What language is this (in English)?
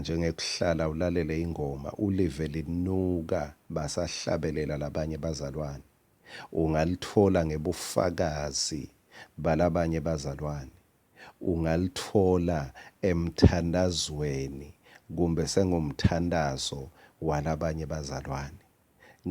Swati